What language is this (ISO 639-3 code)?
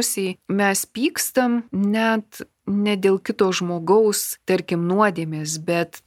lit